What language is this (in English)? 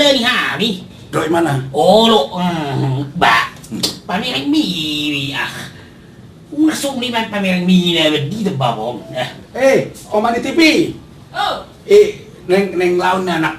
Batak Toba